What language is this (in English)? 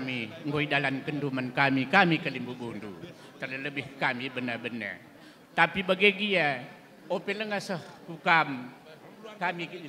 Batak Karo